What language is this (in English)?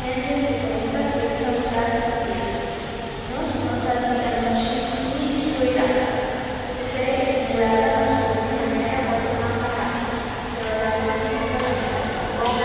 Papiamento